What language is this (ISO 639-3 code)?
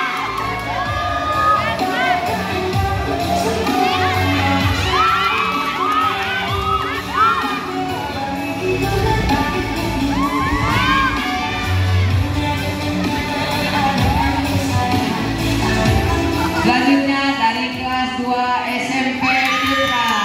ind